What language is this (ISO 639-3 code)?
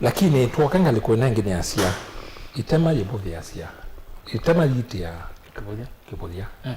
kam